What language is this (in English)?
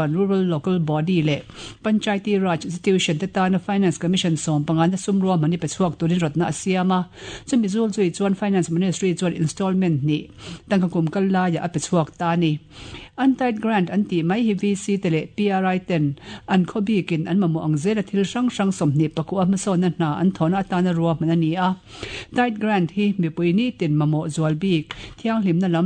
Mizo